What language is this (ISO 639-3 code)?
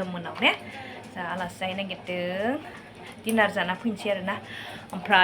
brx